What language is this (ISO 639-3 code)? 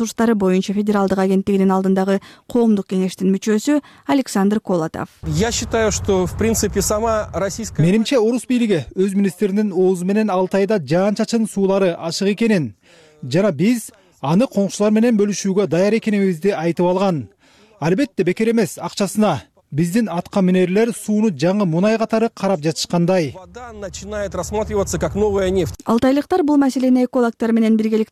kir